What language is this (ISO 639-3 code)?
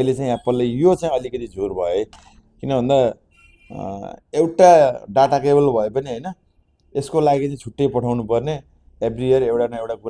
nep